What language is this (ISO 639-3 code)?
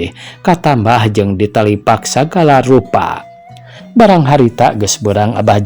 sun